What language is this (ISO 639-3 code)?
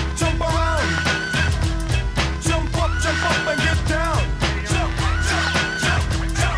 eng